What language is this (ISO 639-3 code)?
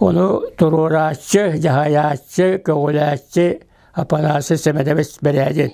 sah